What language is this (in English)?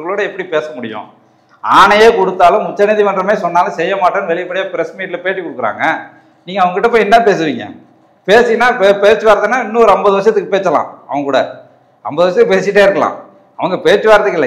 Tamil